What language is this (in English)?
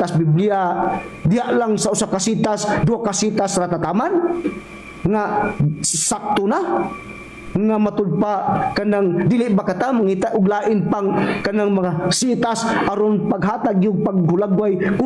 Cebuano